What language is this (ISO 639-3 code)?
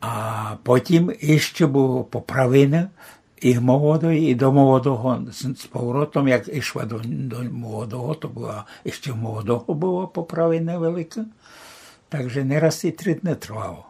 rue